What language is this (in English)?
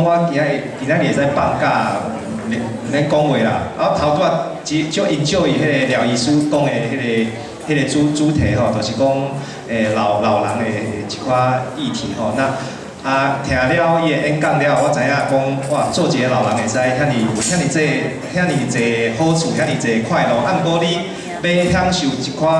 Min Nan Chinese